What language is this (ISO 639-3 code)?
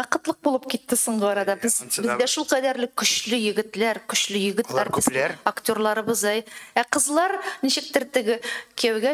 tat